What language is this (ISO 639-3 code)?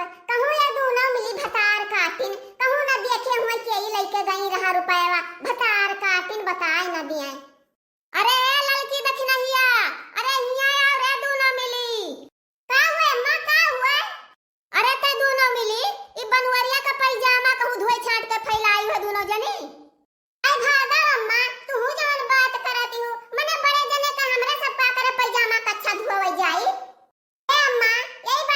awa